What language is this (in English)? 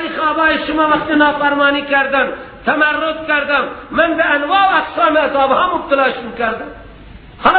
Persian